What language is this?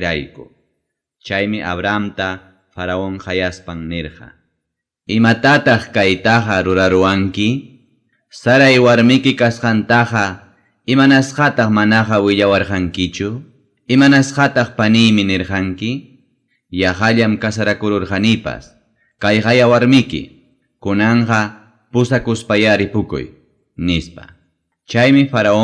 Ayacucho Quechua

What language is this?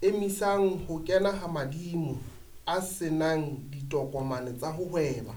Southern Sotho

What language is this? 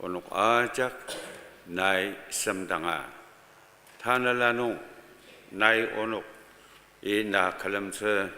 Ao Naga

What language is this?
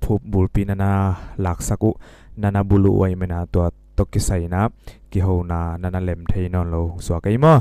Tedim Chin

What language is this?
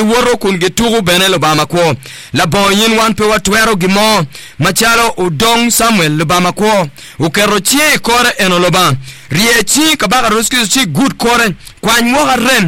Acoli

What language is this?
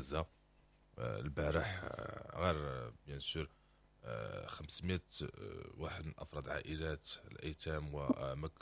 Moroccan Arabic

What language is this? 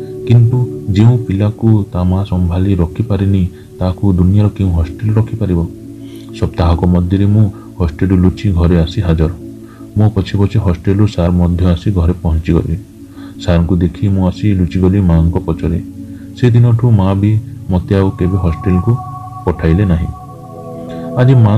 Odia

